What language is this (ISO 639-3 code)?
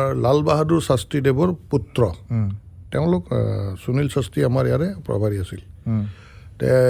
asm